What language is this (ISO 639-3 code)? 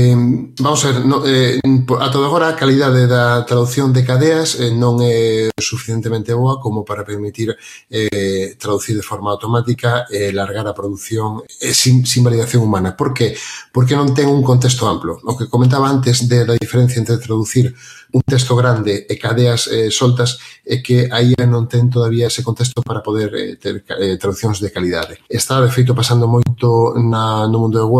glg